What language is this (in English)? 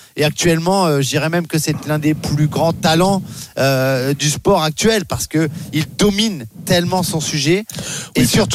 French